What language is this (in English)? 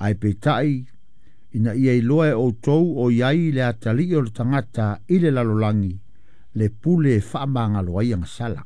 Samoan